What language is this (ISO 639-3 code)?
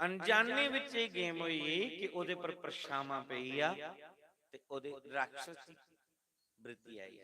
doi